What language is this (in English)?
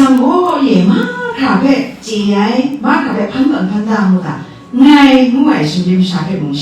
Kachin